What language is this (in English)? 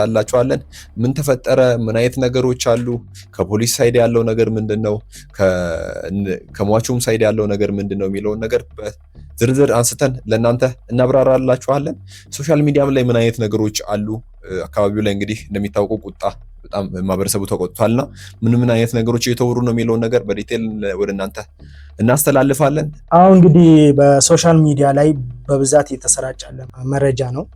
Amharic